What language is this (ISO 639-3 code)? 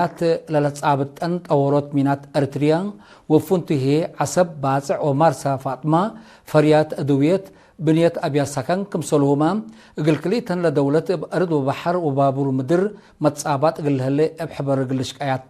tig